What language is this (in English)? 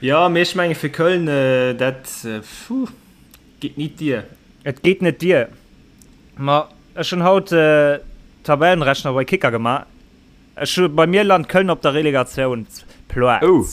Luxembourgish